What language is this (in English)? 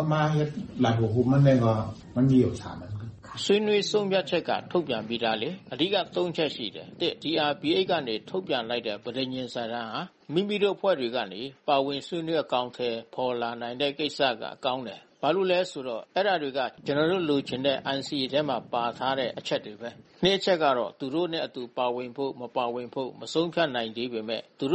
Burmese